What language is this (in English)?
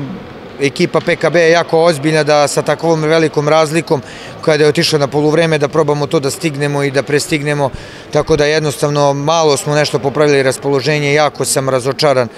Serbian